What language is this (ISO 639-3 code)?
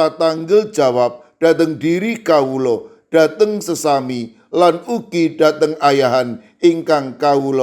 jav